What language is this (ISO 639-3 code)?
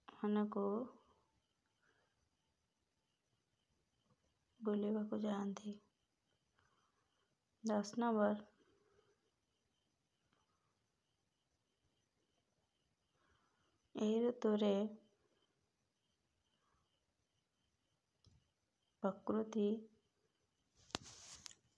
ori